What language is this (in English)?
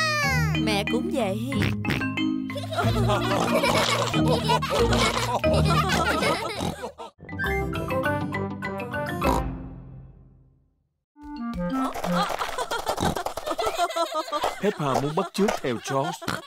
Vietnamese